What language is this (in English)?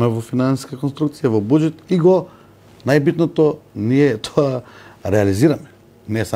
Macedonian